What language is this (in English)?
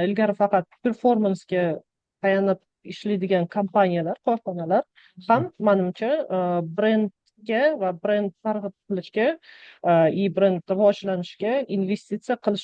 Uzbek